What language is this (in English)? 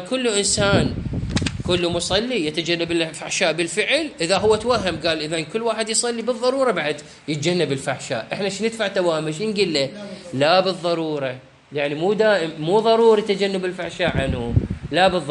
Mesopotamian Arabic